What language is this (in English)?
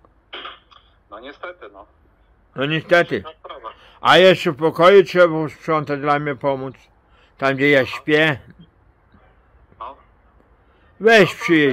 Polish